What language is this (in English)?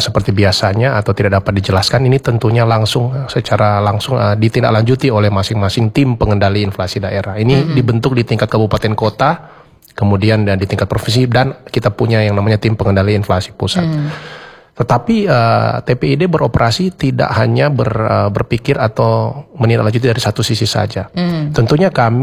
Indonesian